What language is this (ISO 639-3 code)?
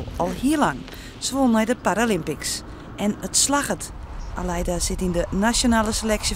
fry